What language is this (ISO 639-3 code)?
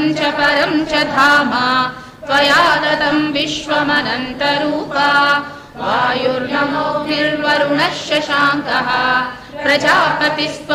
san